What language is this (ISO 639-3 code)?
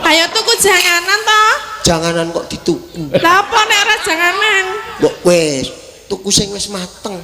jav